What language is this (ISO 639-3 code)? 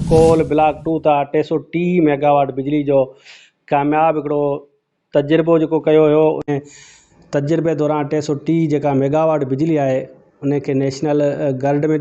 snd